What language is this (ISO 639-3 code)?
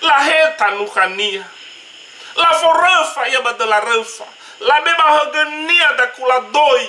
nia